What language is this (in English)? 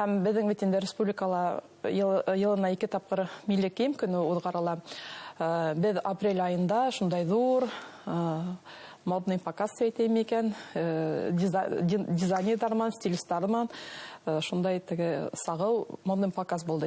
Bashkir